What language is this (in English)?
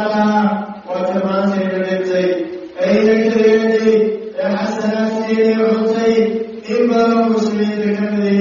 Somali